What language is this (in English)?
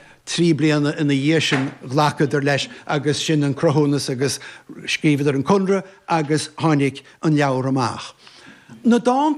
Irish